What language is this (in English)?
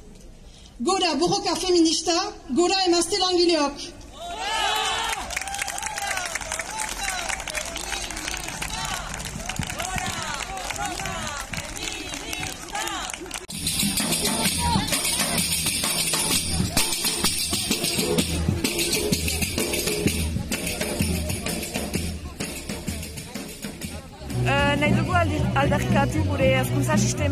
Basque